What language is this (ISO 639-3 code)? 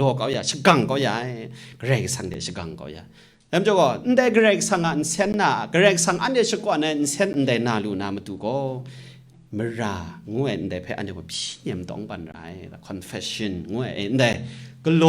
kac